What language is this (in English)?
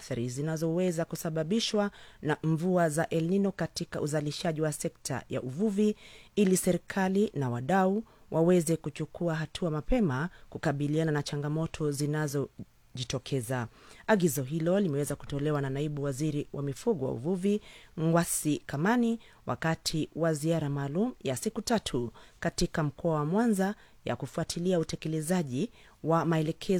Swahili